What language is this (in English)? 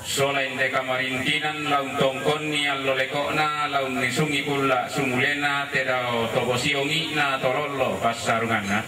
Toraja-Sa'dan